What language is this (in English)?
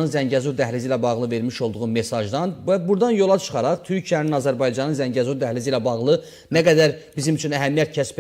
Azerbaijani